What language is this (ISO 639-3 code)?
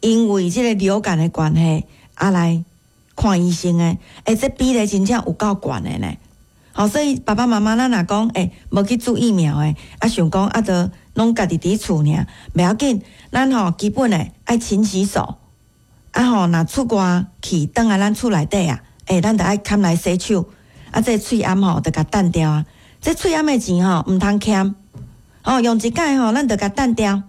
nan